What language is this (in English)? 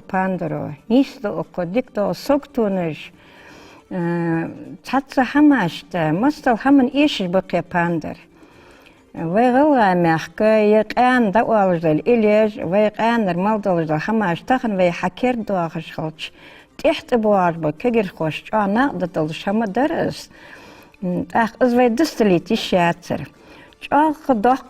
Ingush